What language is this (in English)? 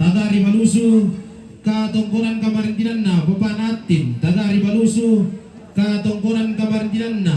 Toraja-Sa'dan